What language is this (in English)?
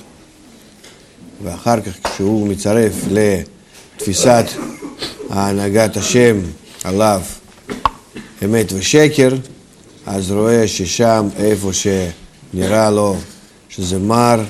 Hebrew